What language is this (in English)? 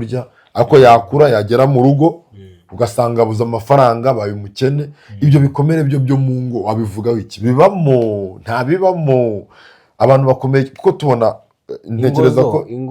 Kinyarwanda